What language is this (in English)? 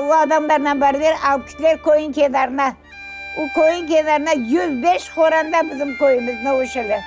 Crimean Tatar